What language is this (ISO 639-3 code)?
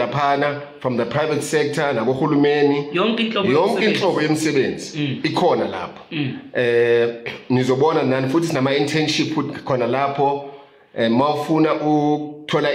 zul